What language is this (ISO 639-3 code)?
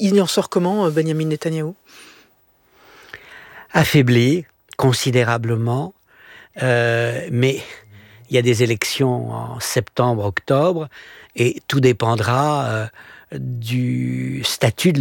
fra